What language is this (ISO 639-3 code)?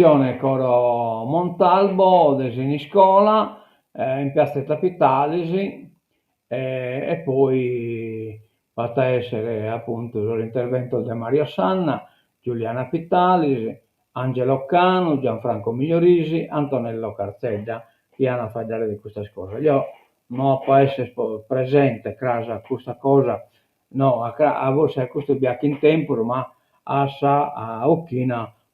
srd